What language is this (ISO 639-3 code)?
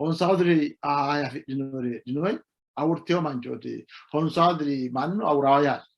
sid